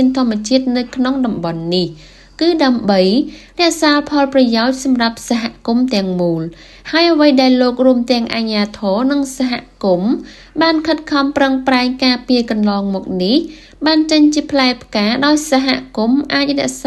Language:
Khmer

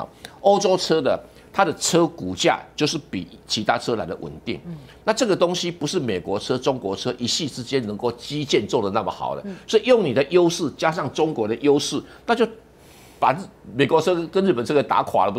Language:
Chinese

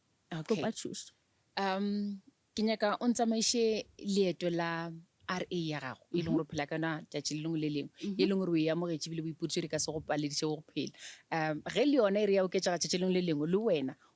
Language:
Northern Sotho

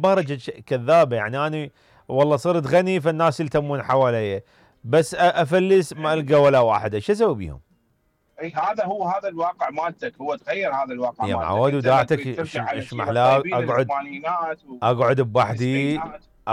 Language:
Mesopotamian Arabic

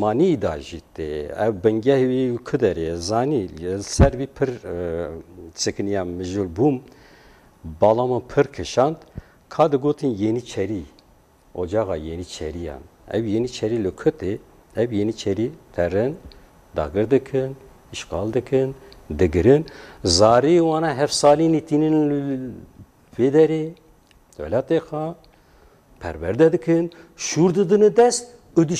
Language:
Kurdish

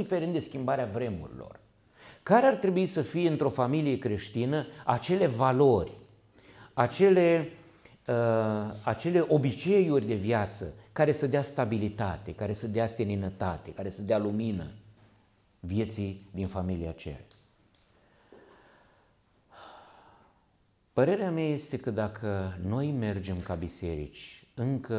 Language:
Romanian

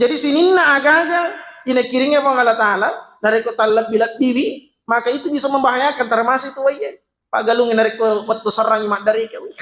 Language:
Buginese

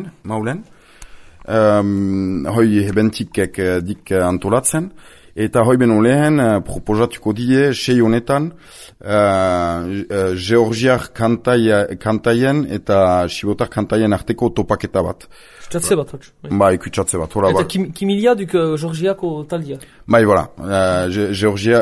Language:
Basque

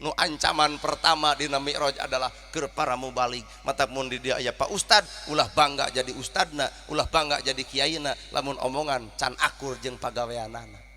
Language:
Sundanese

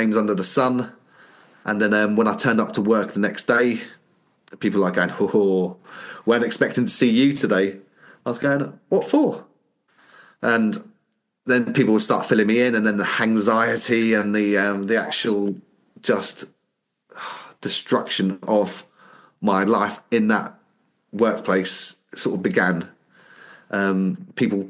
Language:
English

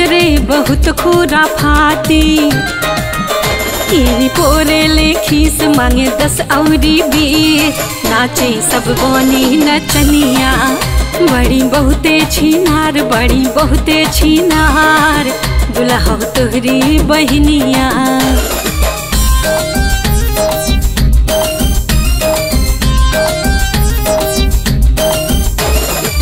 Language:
Bhojpuri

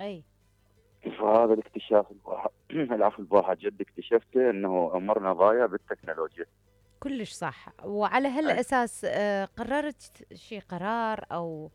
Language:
Mesopotamian Arabic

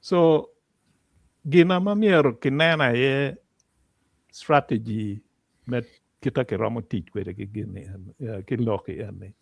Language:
Acoli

